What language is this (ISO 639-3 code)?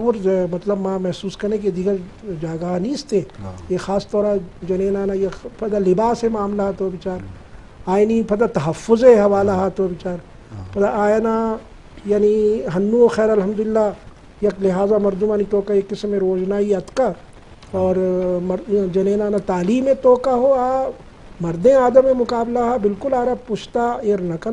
bgp